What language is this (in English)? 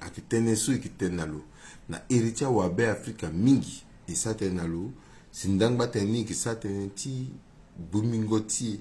Sango